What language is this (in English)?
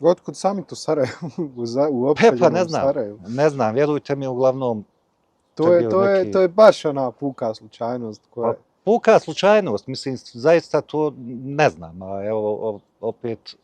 Bosnian